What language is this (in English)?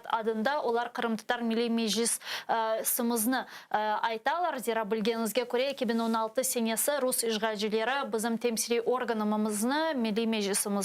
Crimean Tatar